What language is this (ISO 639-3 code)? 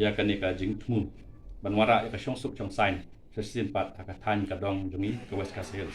kha